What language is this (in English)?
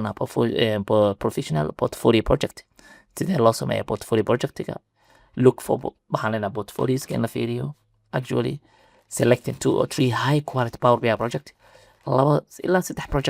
Somali